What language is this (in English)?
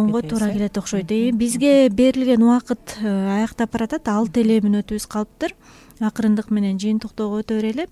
Kyrgyz